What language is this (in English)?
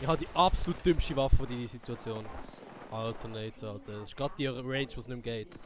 Swiss German